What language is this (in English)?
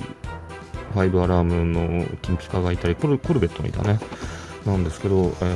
Japanese